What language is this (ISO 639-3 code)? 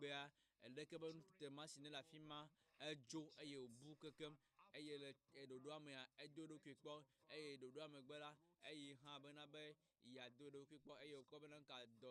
ewe